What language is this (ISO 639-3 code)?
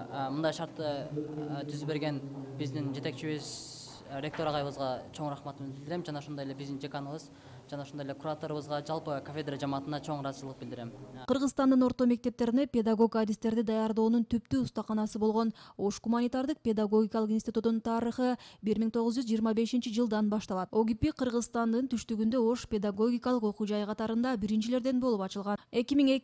kir